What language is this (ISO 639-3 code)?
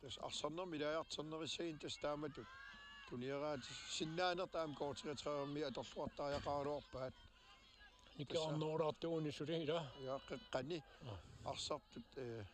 kal